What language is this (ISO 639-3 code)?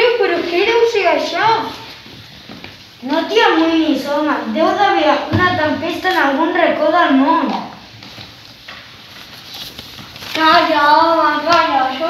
cat